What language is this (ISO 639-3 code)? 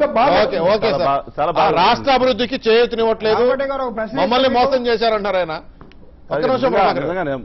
tel